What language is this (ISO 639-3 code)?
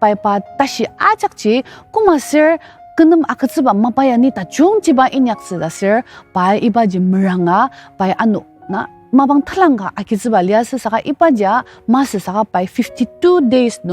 njo